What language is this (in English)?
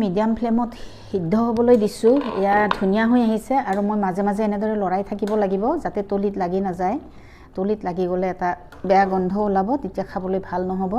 Assamese